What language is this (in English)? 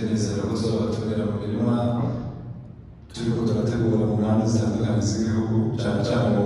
Kinyarwanda